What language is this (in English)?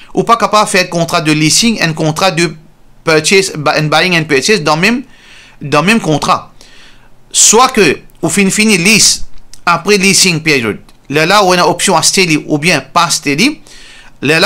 Morisyen